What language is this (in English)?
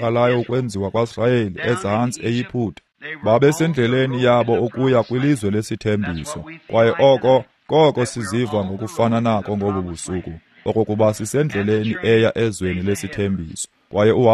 Xhosa